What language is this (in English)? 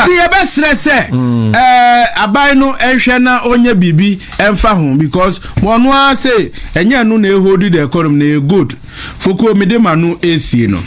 Akan